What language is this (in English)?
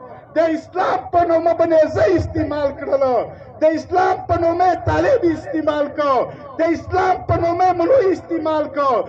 Pashto